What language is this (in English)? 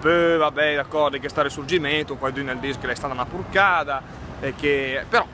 Lombard